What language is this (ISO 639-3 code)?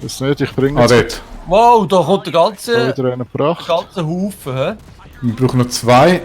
gsw